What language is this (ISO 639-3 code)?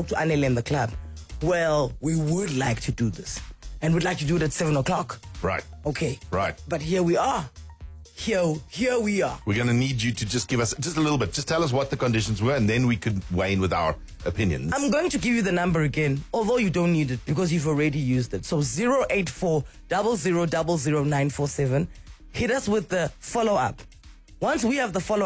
eng